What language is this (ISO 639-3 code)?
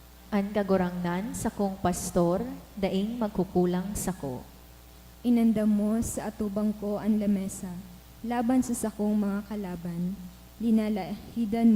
bik